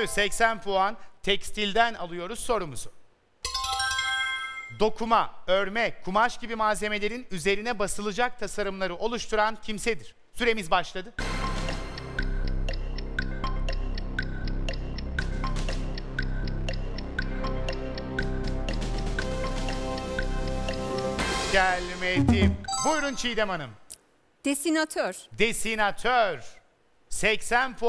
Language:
Turkish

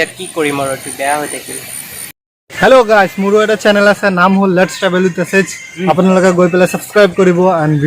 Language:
Assamese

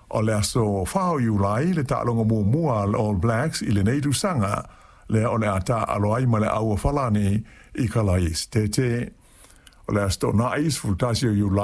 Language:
Samoan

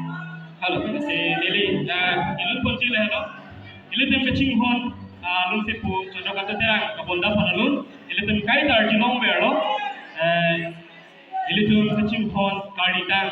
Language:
Karbi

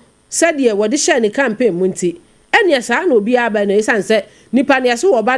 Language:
Akan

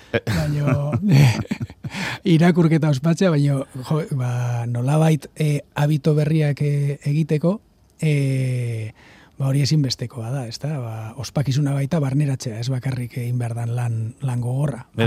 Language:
Basque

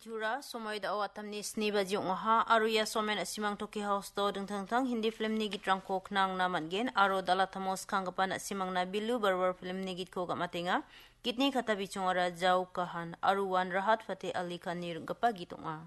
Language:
Garo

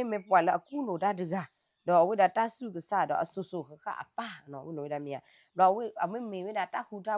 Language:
S'gaw Karen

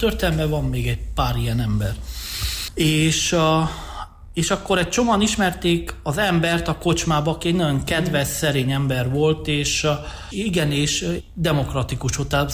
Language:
Hungarian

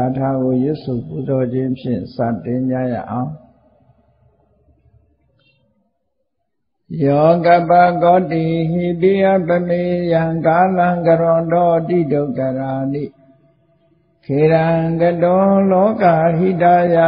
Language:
Burmese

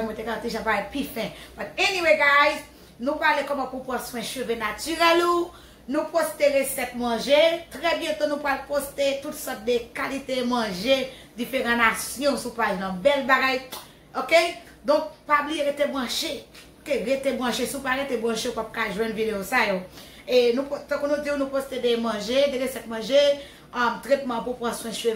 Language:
Haitian Creole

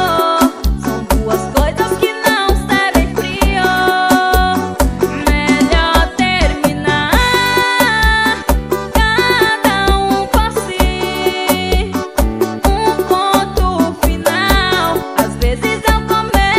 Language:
Portuguese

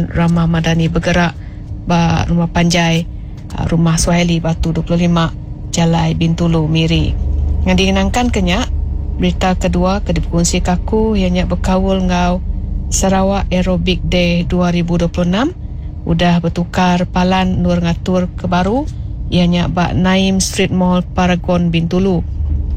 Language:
Iban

